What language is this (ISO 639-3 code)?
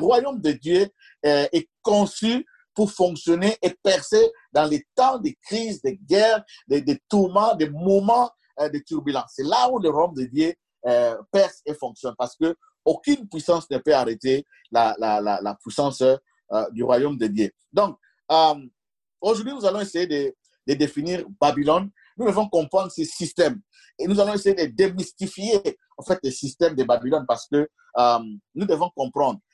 fra